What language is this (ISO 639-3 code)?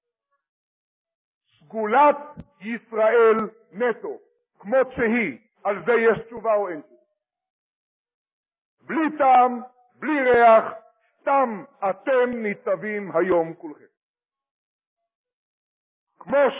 heb